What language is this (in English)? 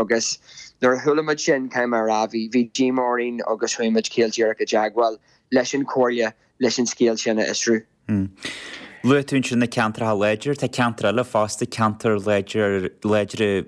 Irish